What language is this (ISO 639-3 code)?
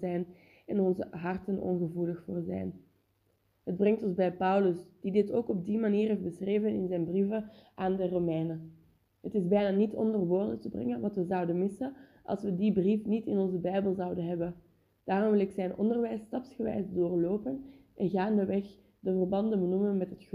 nld